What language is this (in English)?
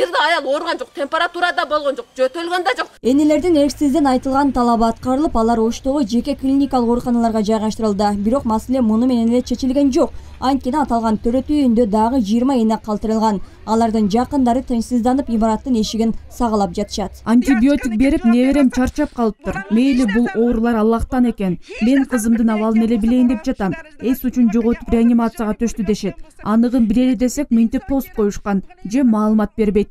Kyrgyz